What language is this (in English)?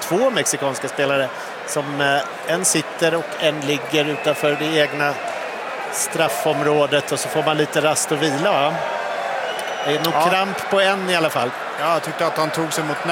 Swedish